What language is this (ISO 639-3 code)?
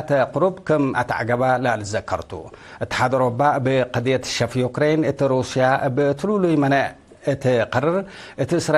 tig